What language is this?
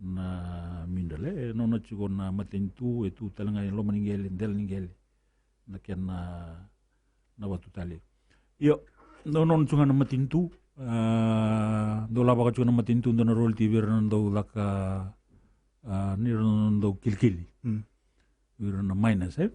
Fijian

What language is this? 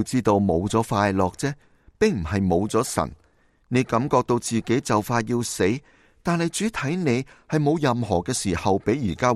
Cantonese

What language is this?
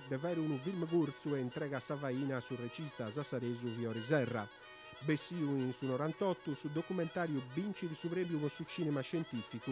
Sardinian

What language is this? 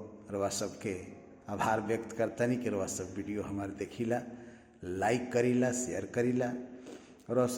Bhojpuri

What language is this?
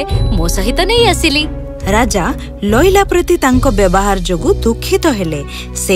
Odia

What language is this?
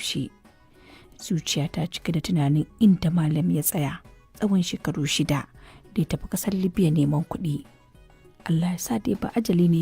Hausa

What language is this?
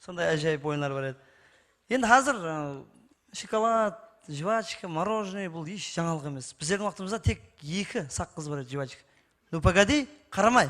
Kara-Kalpak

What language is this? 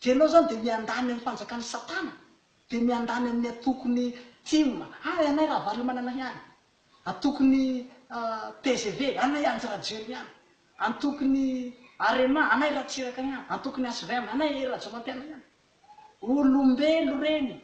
Malagasy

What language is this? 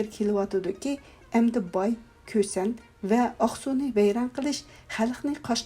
Uyghur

